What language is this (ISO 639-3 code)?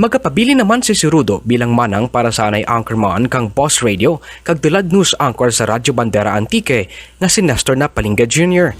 krj